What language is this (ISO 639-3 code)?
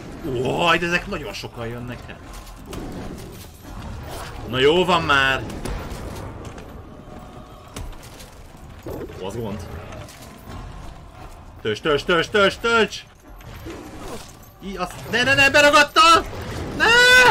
hun